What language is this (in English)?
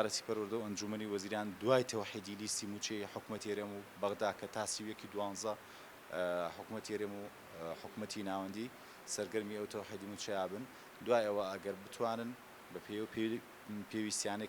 Central Kurdish